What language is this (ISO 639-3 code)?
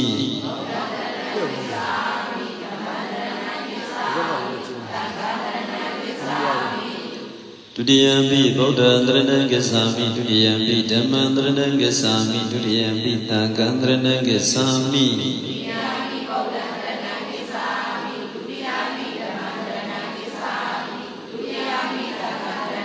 mya